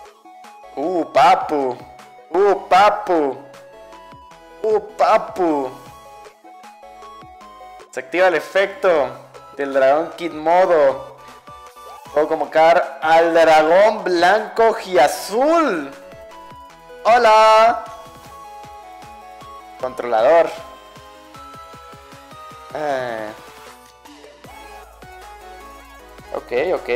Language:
Spanish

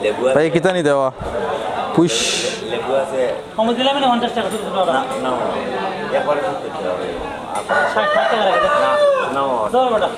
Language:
Sylheti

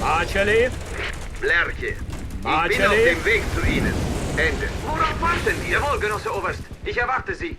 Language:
Bavarian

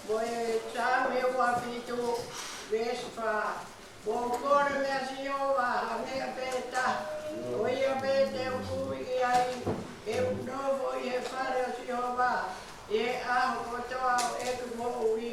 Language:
Tongan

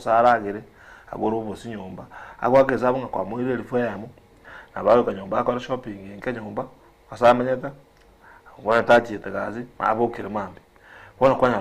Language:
Gusii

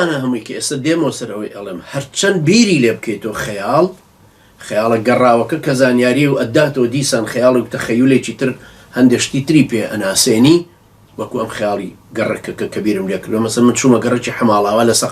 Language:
Central Kurdish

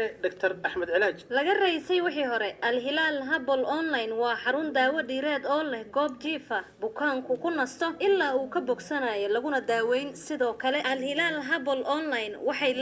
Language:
Somali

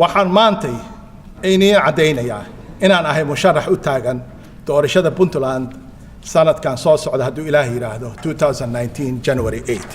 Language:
Somali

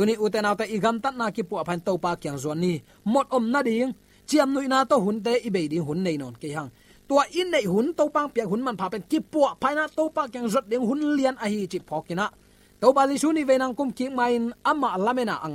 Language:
Tedim Chin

